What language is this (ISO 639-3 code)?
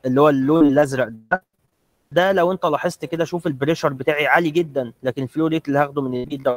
arz